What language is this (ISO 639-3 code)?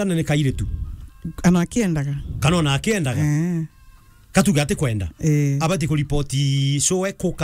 mer